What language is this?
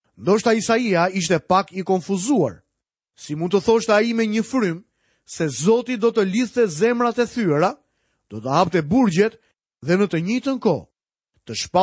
Albanian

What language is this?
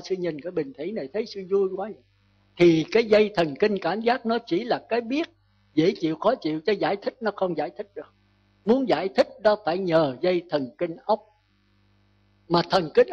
Vietnamese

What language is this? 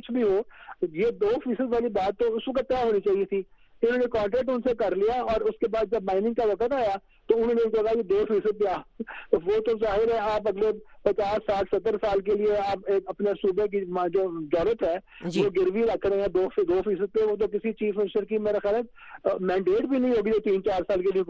Urdu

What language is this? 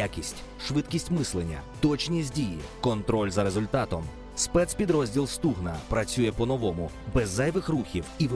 Ukrainian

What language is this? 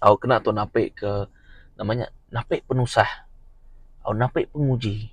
Iban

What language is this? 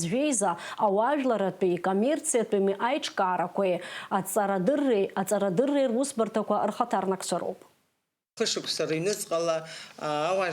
Abkhazian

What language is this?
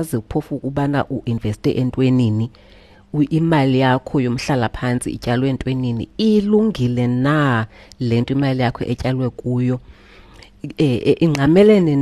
Xhosa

